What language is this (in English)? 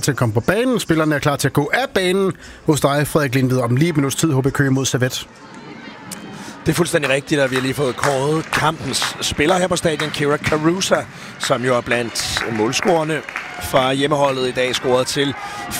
Danish